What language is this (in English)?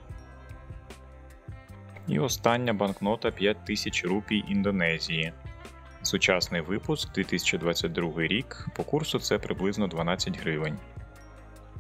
Ukrainian